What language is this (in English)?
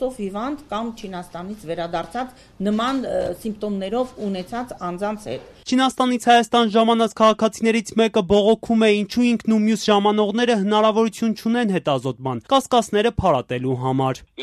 Armenian